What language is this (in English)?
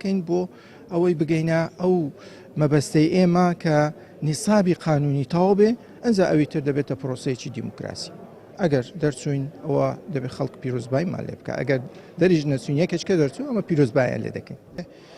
Central Kurdish